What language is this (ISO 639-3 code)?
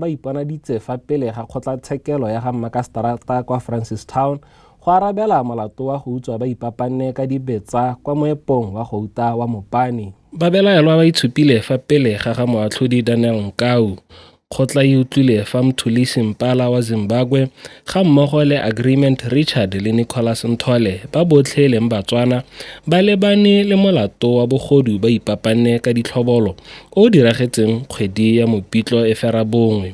tsn